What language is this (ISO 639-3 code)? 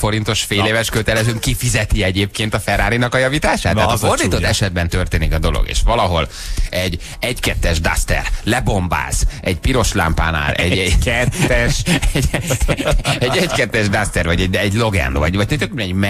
hun